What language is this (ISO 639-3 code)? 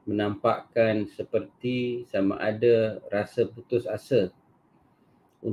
msa